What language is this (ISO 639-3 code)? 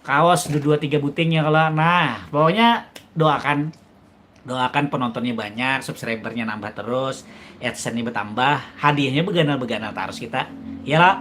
bjn